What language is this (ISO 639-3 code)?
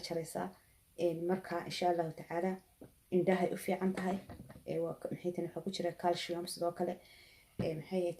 som